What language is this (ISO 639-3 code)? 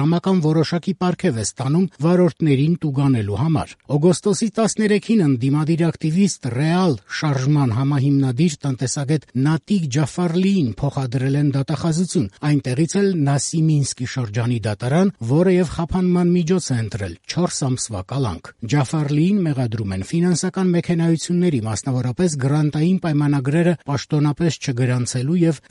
hye